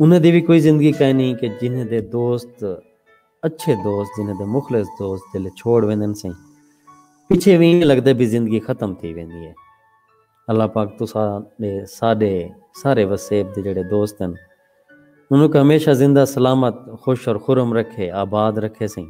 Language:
Saraiki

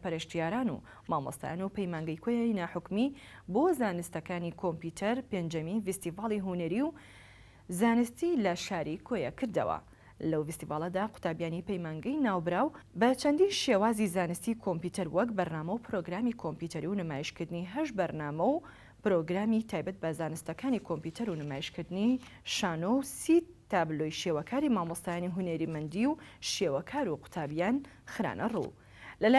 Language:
Central Kurdish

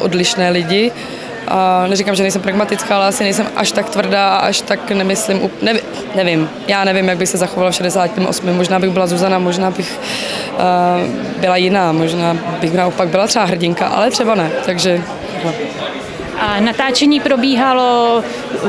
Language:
Czech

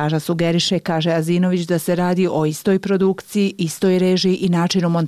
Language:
Bosnian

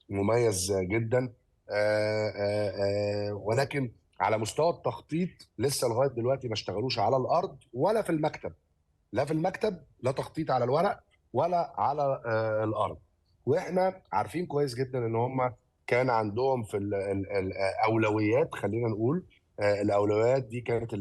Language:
Egyptian Arabic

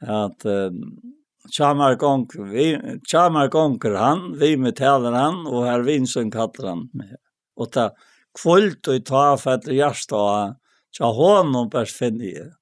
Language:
Faroese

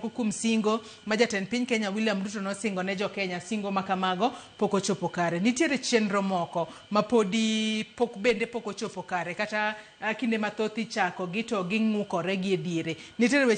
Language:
Luo (Kenya and Tanzania)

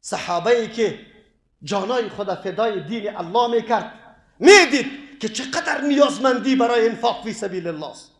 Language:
Persian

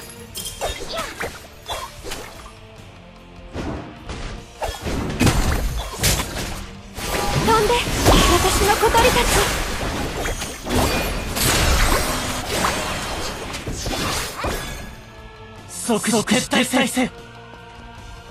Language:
Japanese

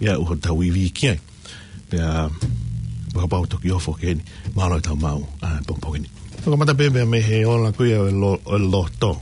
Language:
Tongan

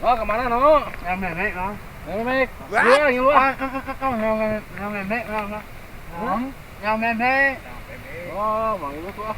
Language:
Sundanese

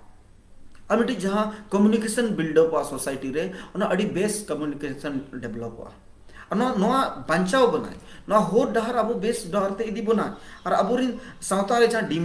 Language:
Santali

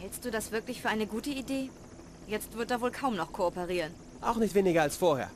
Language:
Bavarian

